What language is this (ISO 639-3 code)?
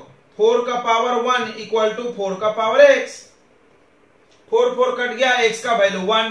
hin